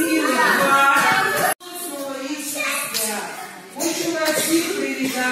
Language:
Ukrainian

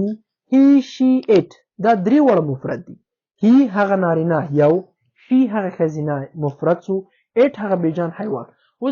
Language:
Pashto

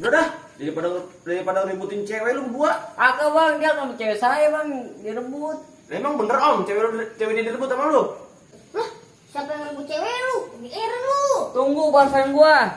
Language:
Betawi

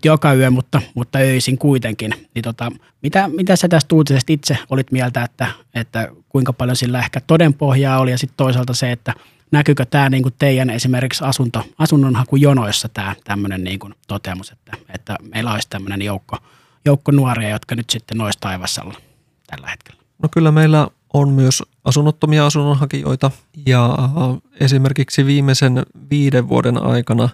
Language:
Finnish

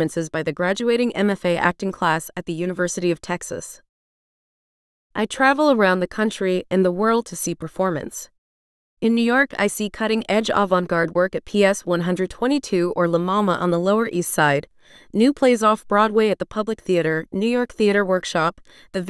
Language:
English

